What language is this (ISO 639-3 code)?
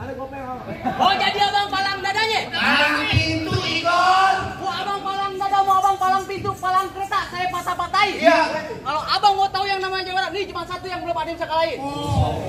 bew